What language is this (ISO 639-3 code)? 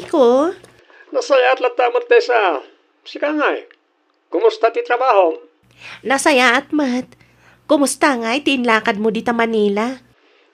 ilo